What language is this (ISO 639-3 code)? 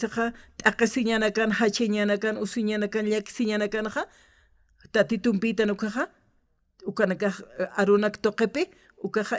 aym